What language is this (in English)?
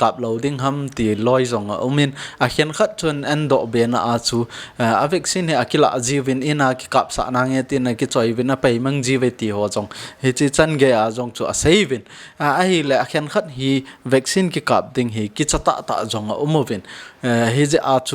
Thado Chin